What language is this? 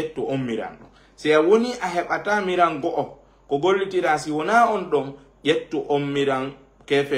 Fula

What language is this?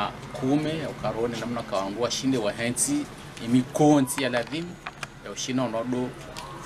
Swahili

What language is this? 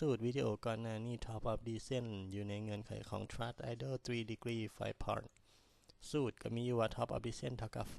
Lao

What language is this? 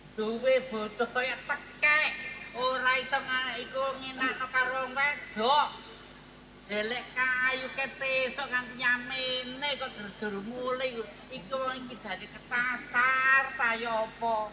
Javanese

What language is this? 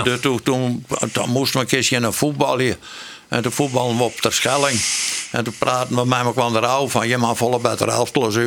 Western Frisian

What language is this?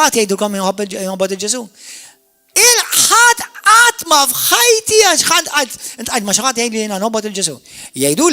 Maltese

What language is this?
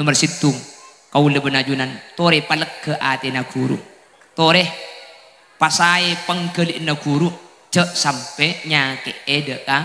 Madurese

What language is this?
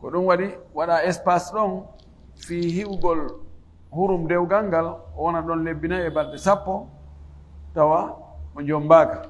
Fula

